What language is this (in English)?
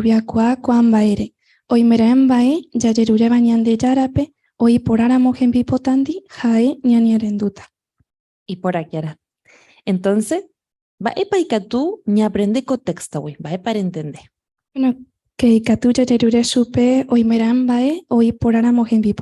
Guarani